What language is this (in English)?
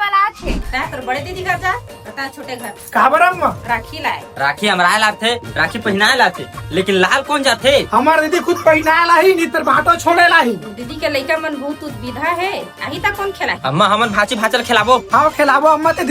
Chhattisgarhi